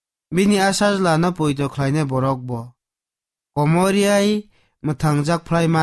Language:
Kok Borok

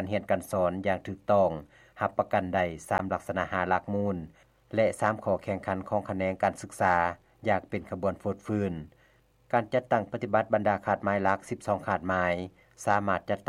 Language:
Lao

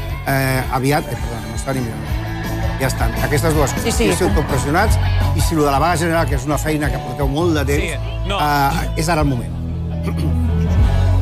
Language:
Catalan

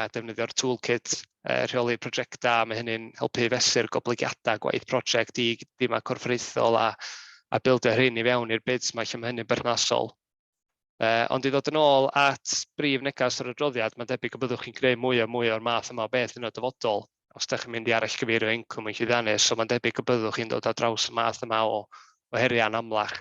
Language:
Welsh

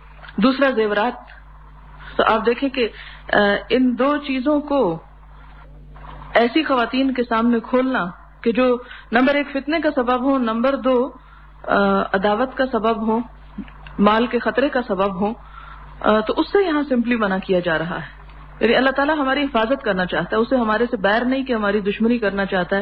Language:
Urdu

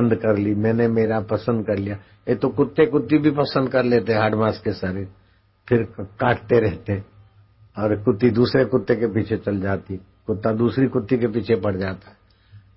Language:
Hindi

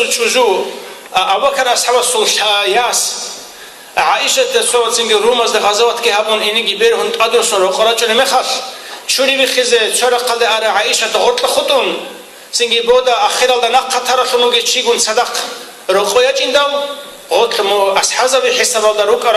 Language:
Avaric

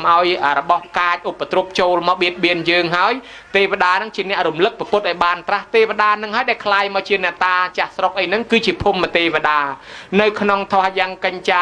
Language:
Khmer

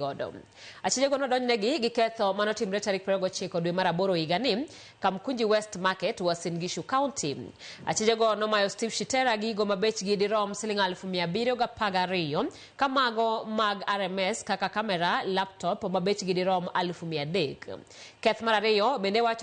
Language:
Luo (Kenya and Tanzania)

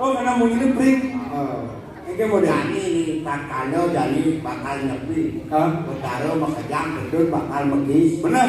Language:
Balinese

